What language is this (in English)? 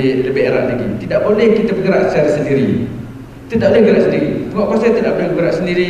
Malay